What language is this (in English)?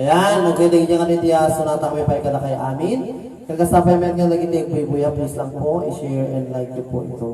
Iloko